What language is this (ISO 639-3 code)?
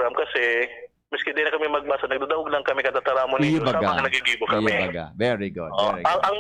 bik